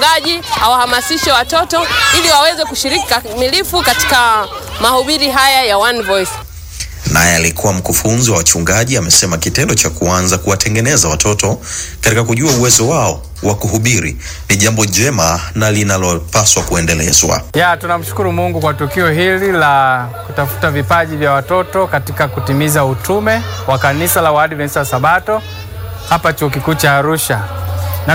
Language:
Swahili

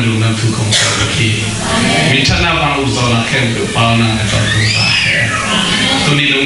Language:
Tedim Chin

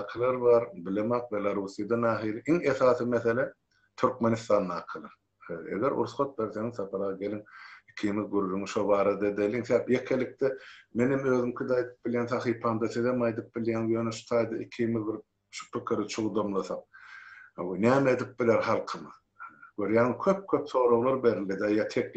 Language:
Turkmen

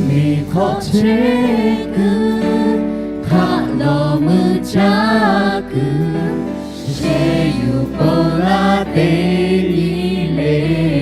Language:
Lahu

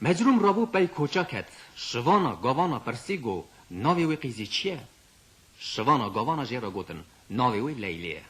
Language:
Kurdish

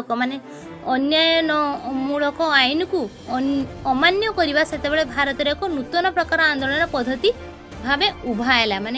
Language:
Odia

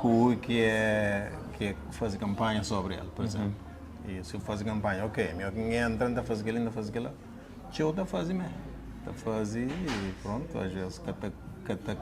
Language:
Kabuverdianu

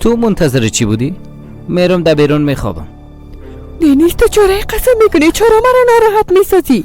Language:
Persian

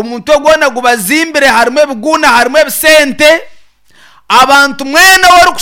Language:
Nyankole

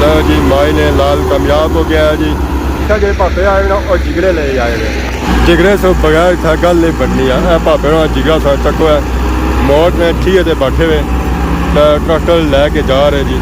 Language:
Pahari-Potwari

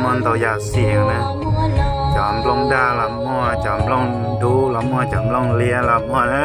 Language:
Hmong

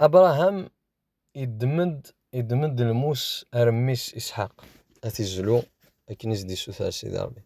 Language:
Kabyle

